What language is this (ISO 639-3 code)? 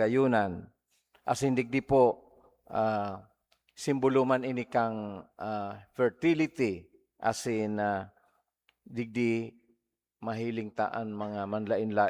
bik